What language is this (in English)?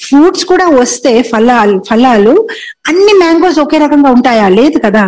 Telugu